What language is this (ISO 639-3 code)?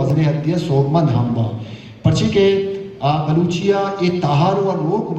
bal